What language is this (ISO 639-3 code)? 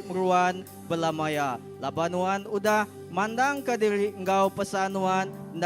iba